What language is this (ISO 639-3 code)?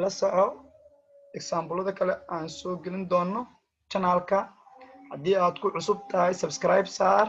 som